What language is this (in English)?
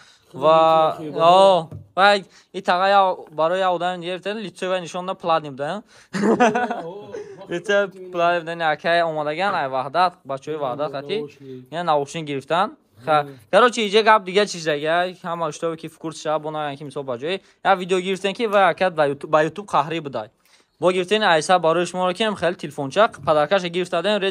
Tajik